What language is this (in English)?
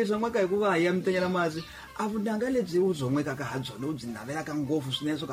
Tsonga